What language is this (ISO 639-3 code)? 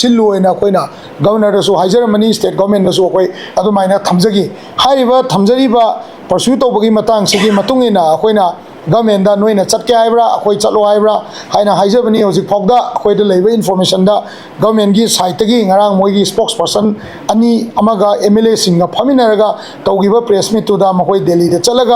mni